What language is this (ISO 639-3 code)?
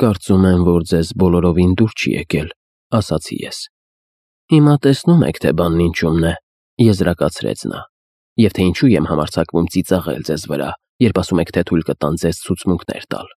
hye